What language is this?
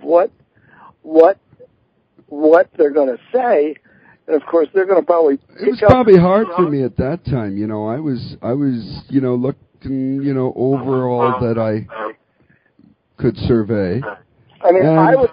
English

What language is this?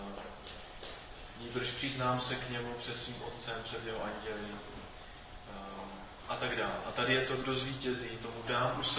Czech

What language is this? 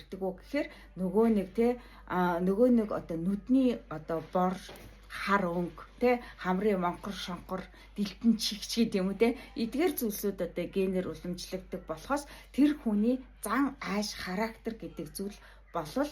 Mongolian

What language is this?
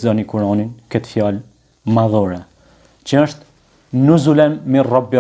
Albanian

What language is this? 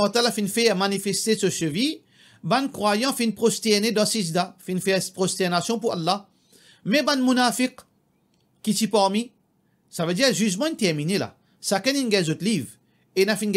Morisyen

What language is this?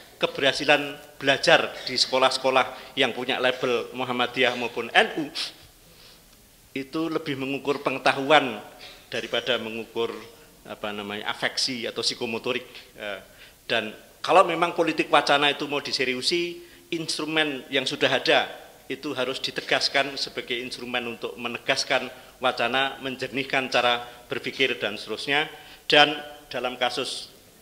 Indonesian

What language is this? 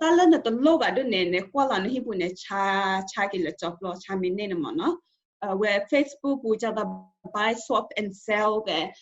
S'gaw Karen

